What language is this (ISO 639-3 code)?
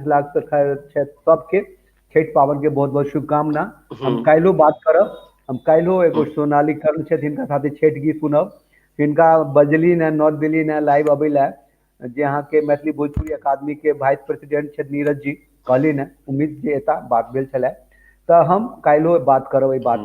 mai